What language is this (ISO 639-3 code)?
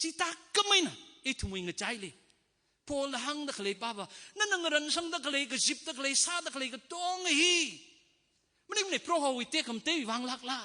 nmf